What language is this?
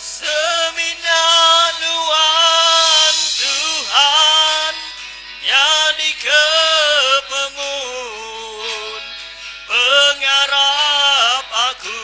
Iban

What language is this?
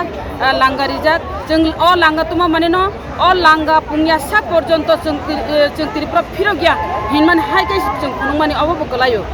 Kok Borok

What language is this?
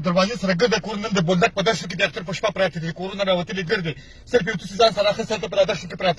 Pashto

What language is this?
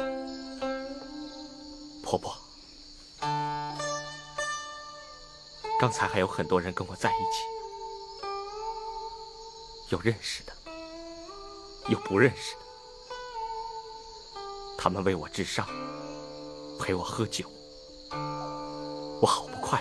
Chinese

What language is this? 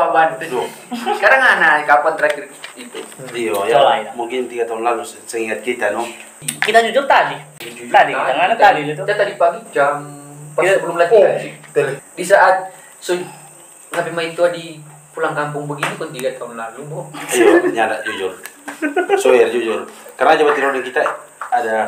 Manado Malay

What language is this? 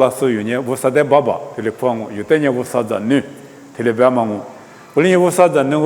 Lisu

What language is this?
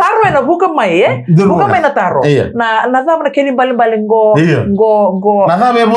Fijian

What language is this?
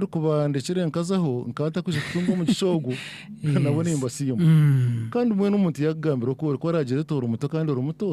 Nyankole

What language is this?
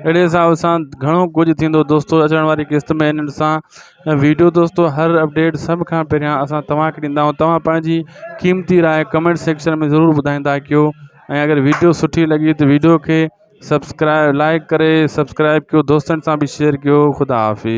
Sindhi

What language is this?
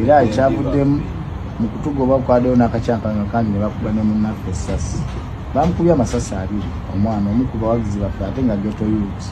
Ganda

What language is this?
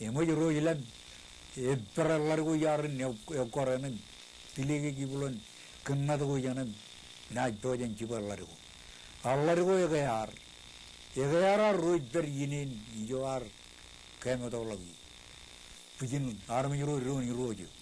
Marshallese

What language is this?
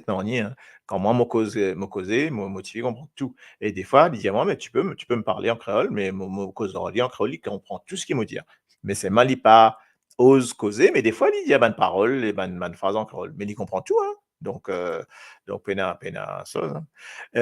Morisyen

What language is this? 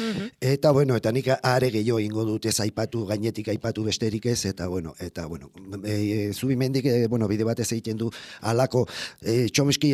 Basque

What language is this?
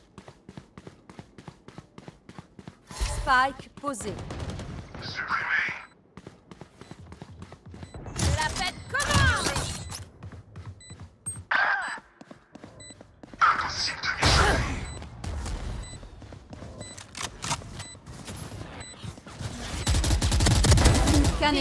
French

